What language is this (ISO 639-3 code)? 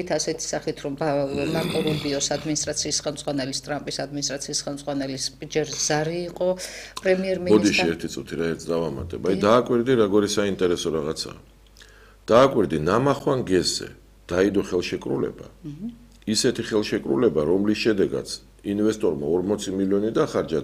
kat